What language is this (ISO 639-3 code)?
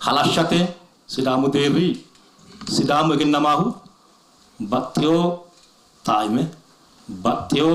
sid